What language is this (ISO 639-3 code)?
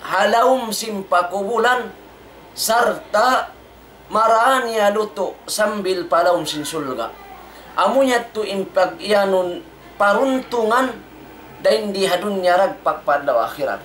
tsg